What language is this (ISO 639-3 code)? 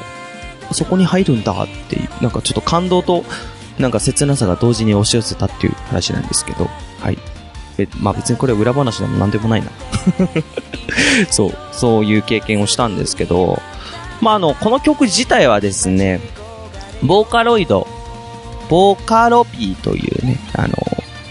jpn